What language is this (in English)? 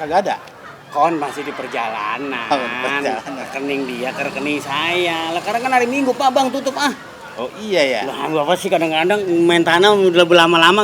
Betawi